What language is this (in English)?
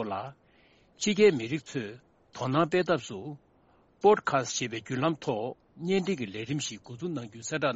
Tibetan